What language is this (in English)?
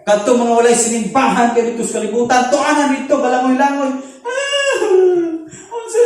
Cebuano